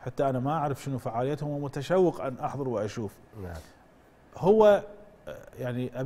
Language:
Gulf Arabic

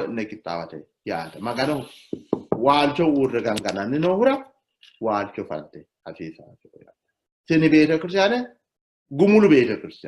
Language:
Sidamo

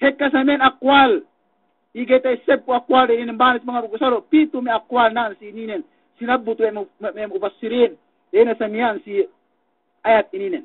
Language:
Yakan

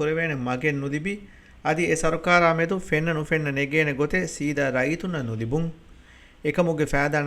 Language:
Divehi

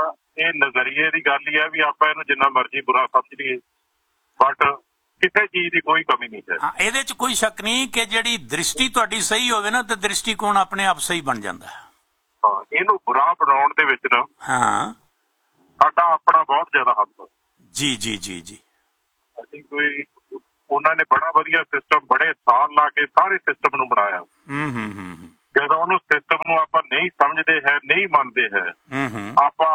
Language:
Punjabi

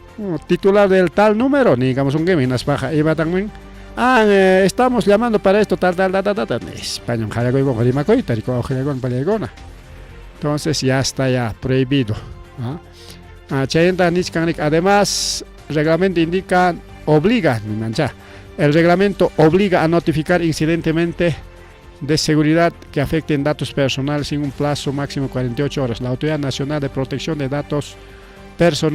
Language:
Ayacucho Quechua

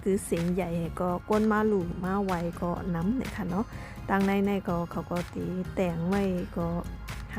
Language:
Shan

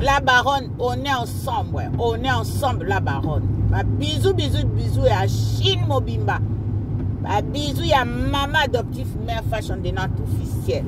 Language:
Lingala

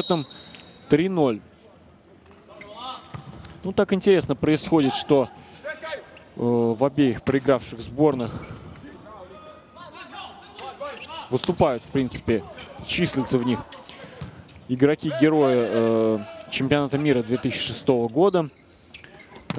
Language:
Russian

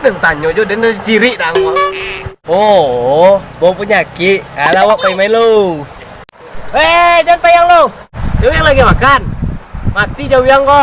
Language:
Minangkabau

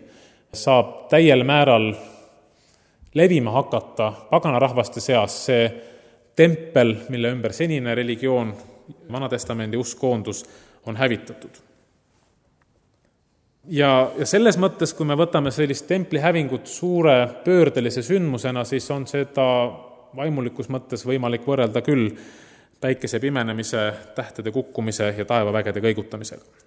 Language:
Estonian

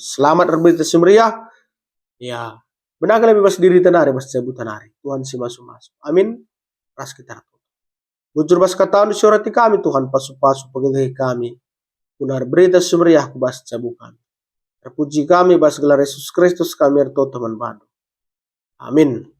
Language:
Batak Karo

